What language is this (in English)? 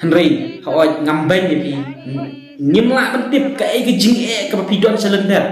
Khasi